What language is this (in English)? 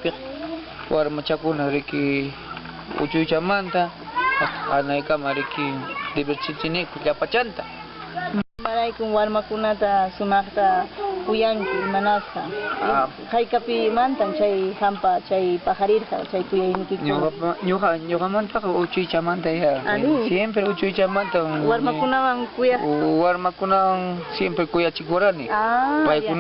Ayacucho Quechua